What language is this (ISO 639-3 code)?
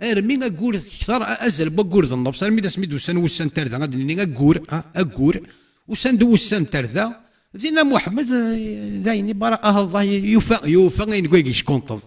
kab